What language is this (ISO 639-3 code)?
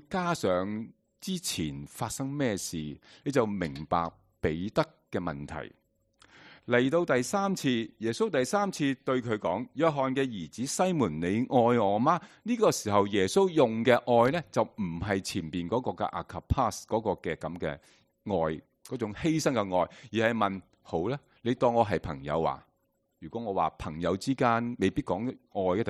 yue